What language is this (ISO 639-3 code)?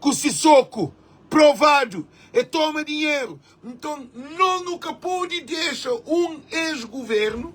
kea